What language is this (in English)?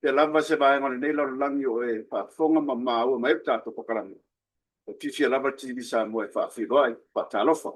Samoan